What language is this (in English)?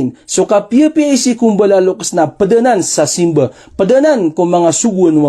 Maranao